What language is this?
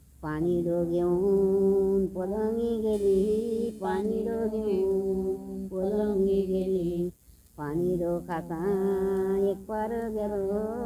Konkani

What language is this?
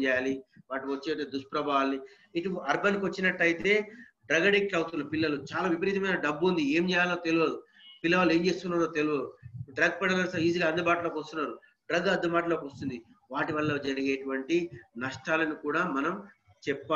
Telugu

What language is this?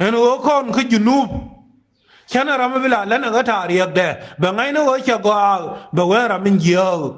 Nuer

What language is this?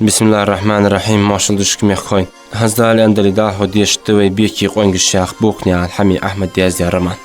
Ingush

